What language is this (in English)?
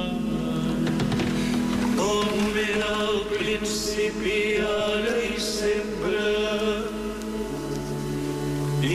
Catalan